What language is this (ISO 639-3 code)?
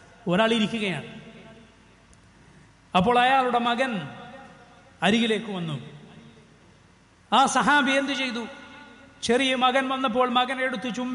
mal